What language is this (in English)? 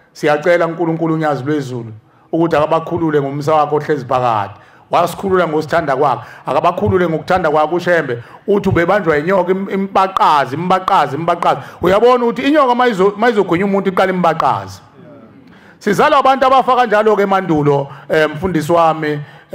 Zulu